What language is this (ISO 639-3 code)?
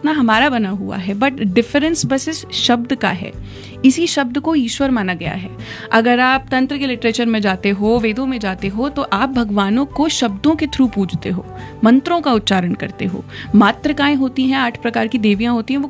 hin